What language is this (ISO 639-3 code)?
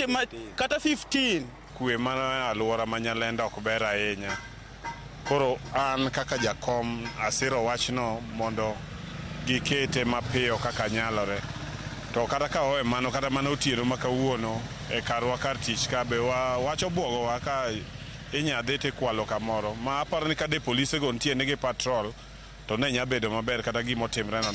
luo